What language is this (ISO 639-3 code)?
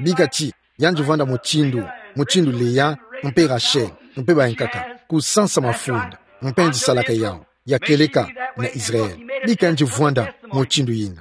ktu